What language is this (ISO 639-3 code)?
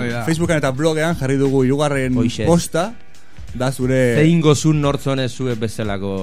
eus